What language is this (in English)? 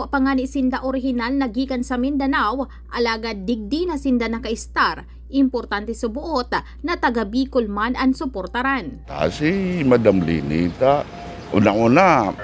Bikol